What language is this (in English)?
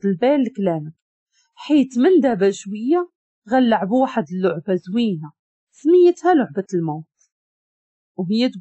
Moroccan Arabic